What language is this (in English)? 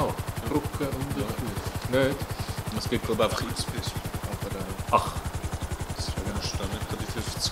Swiss German